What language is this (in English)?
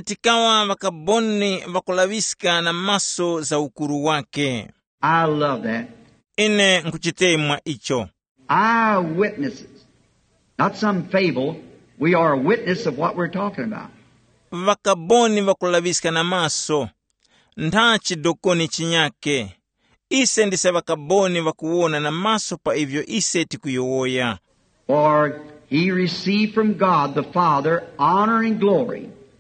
Tumbuka